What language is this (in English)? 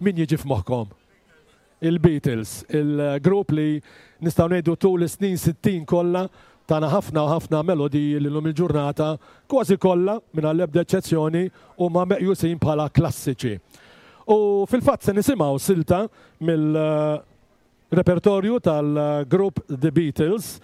Maltese